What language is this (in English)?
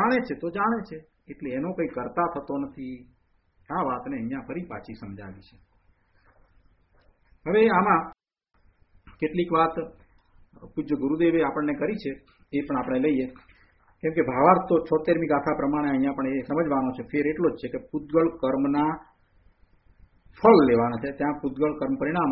Gujarati